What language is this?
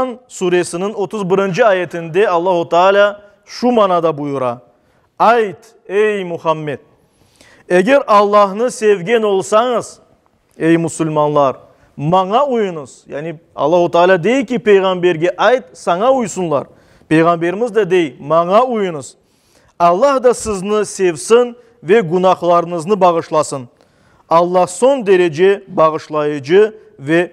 Crimean Tatar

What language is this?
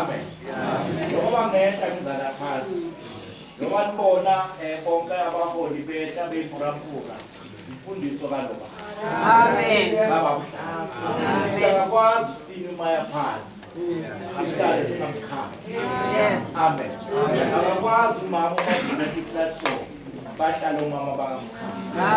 Zulu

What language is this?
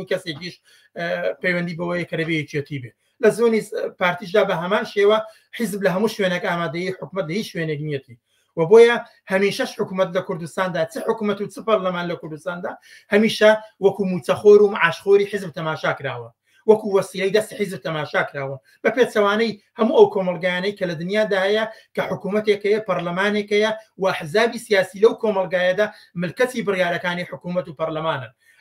Central Kurdish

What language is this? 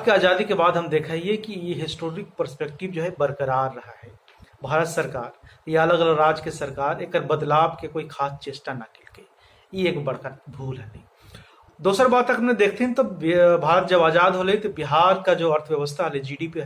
Magahi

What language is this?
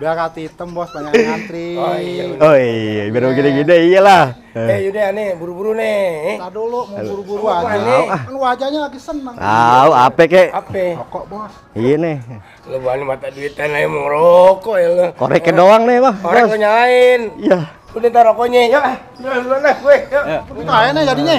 Betawi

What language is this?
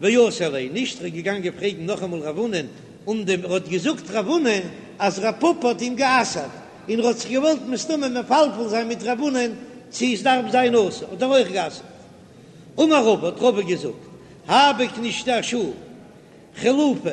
Yiddish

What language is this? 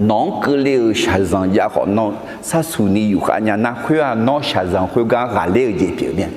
Akha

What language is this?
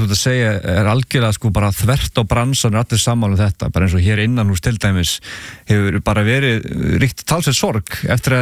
Icelandic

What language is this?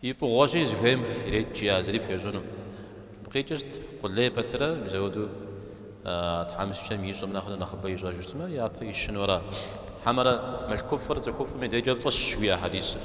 Kabardian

